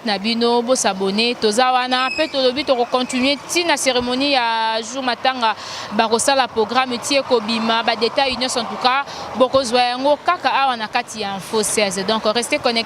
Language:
Lingala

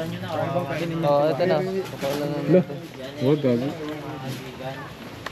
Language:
Filipino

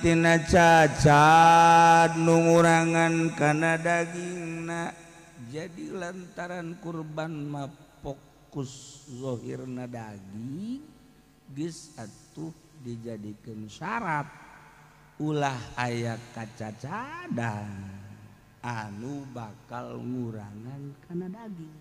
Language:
Sundanese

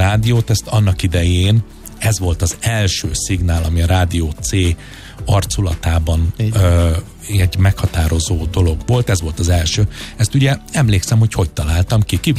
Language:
Hungarian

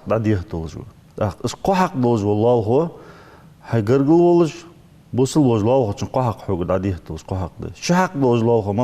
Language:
Ingush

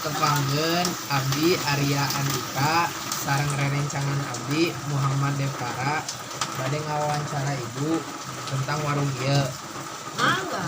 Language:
Sundanese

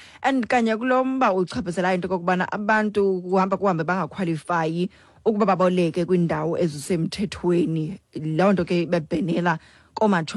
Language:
Xhosa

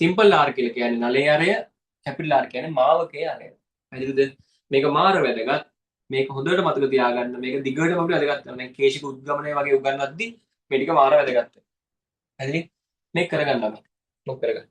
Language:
Sinhala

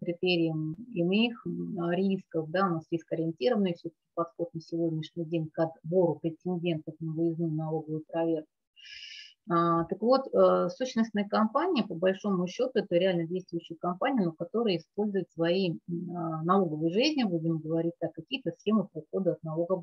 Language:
Russian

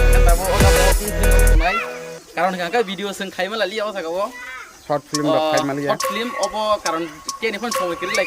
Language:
Kok Borok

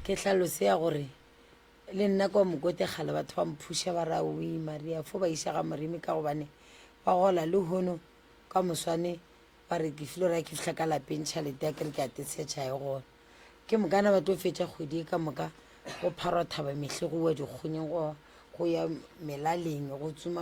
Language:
Northern Sotho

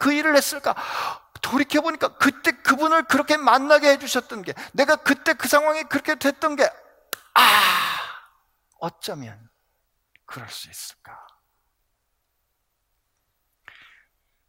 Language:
Korean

